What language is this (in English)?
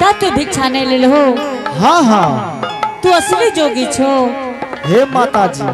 Angika